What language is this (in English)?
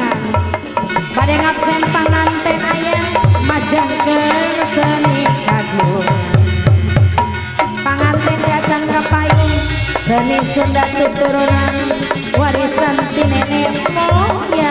Sundanese